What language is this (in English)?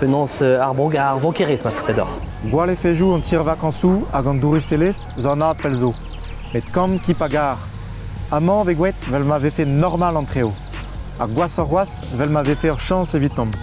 Breton